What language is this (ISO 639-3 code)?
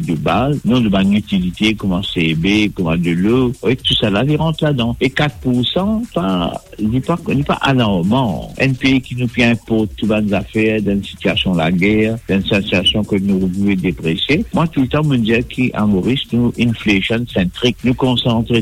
mfe